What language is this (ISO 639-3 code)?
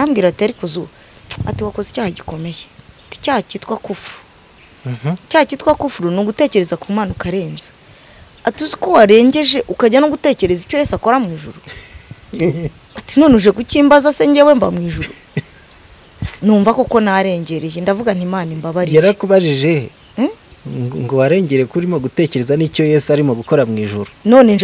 kin